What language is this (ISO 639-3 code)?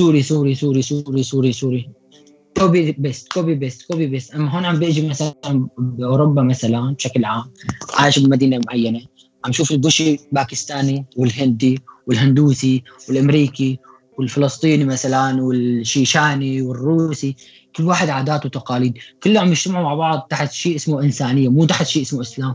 apc